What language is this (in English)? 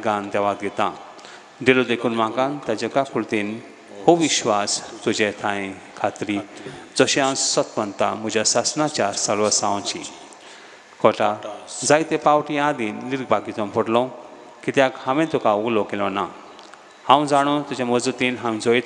Konkani